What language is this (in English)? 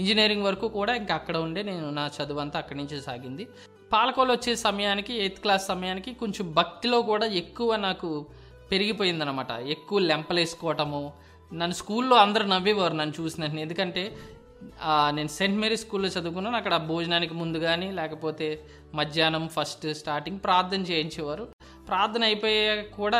Telugu